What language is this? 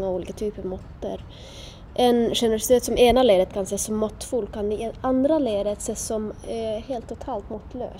Swedish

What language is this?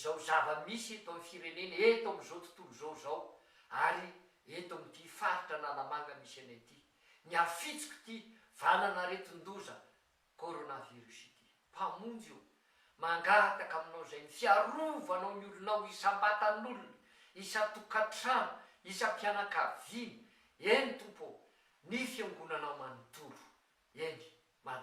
Malagasy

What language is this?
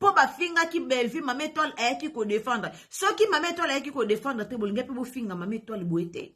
Lingala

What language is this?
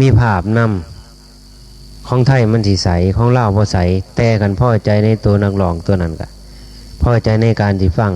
Northeastern Thai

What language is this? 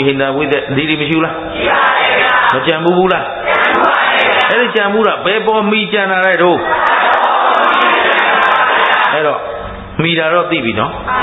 Burmese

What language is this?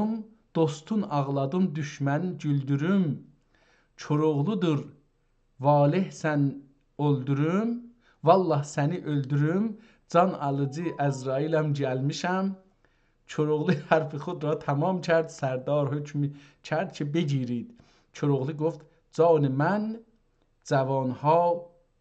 South Azerbaijani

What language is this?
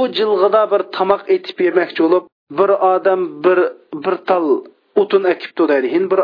Uyghur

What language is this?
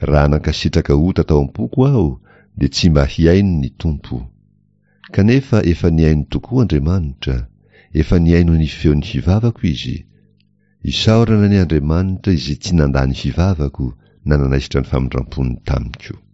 Malagasy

